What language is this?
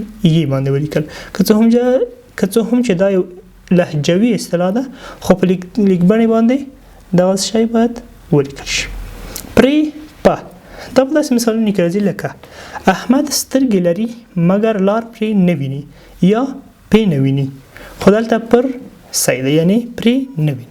Pashto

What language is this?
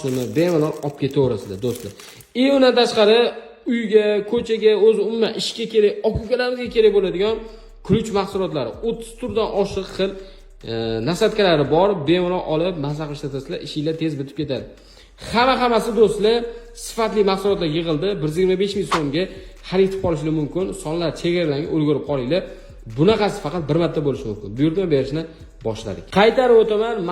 Uzbek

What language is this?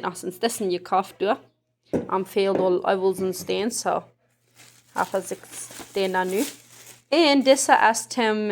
Plautdietsch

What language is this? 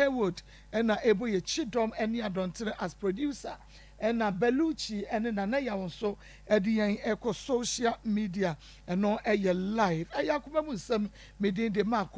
Akan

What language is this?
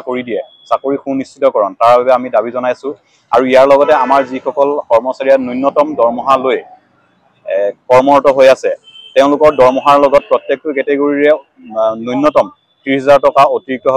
Assamese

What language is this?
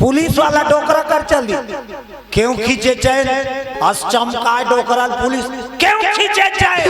Chhattisgarhi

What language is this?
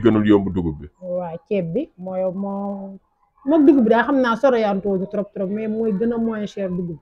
Wolof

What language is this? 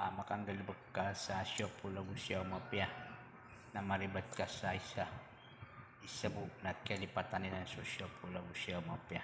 Maranao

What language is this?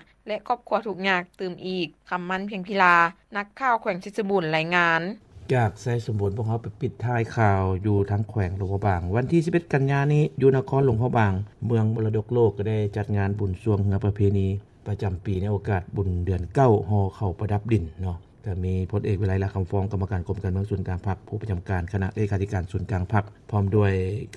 Lao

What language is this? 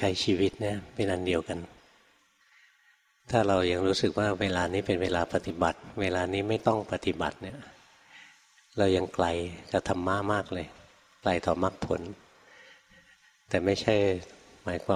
Thai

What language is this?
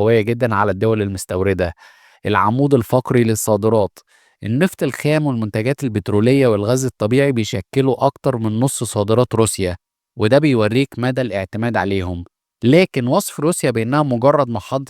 Egyptian Arabic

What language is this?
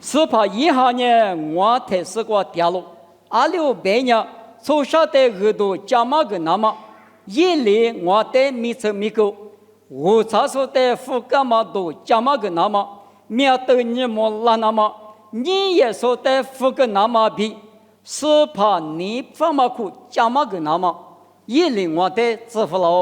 Lisu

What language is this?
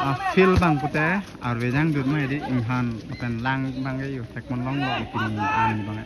Karbi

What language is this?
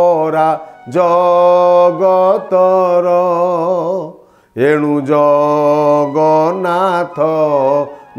Odia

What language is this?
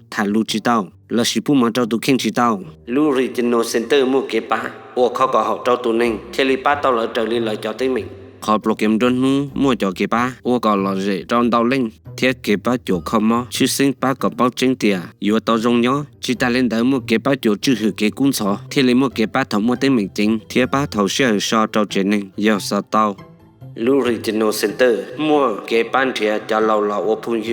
Hmong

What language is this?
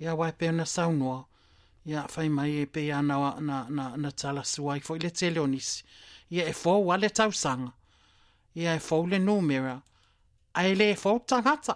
Samoan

